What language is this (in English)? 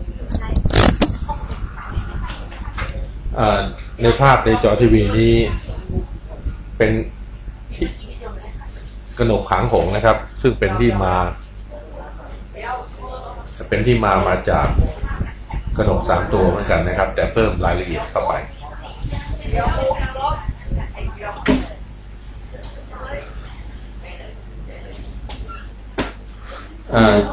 Thai